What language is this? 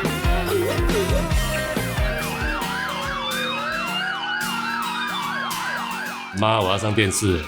Min Nan Chinese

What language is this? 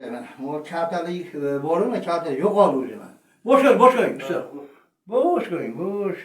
Uzbek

